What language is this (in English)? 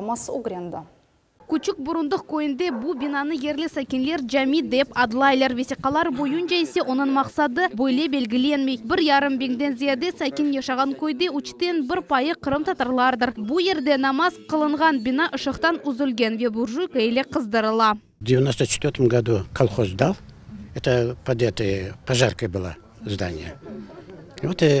Crimean Tatar